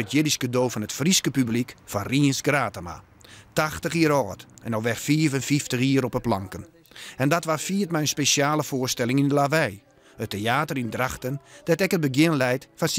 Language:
Western Frisian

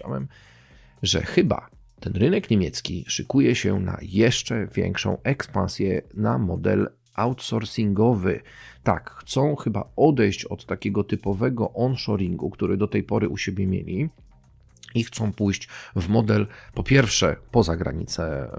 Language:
Polish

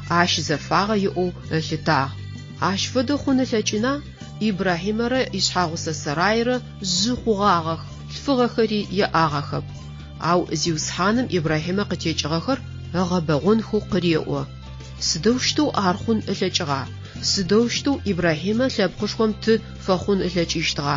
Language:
Adyghe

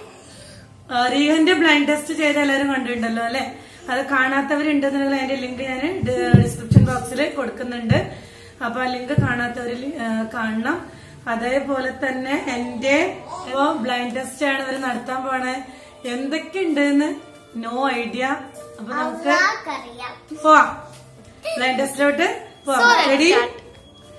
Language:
Malayalam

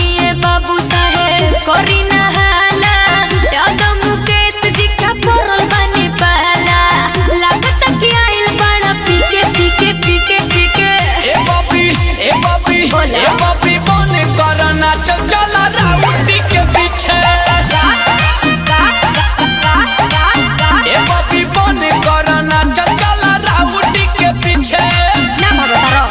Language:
Bhojpuri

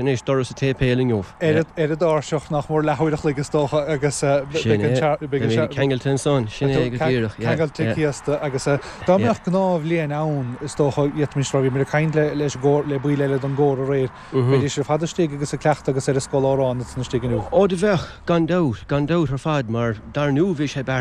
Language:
Irish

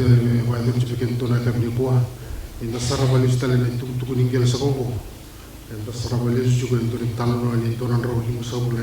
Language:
Fijian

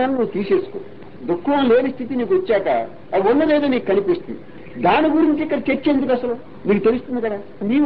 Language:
Telugu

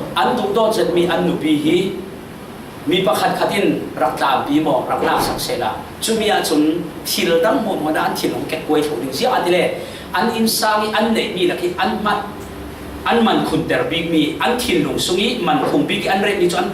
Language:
Falam Chin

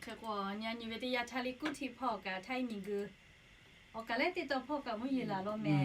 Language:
Lahu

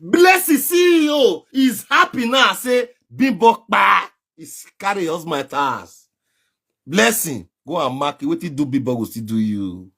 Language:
Nigerian Pidgin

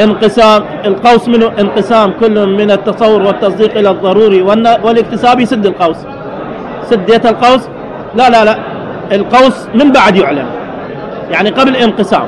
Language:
Mesopotamian Arabic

